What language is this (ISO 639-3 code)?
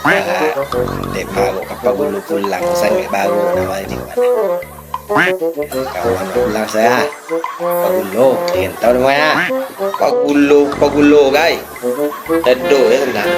min